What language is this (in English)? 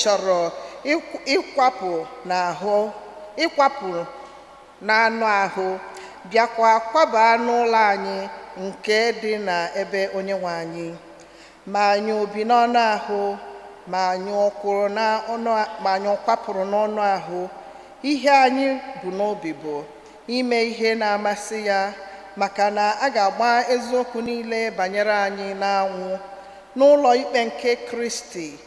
Igbo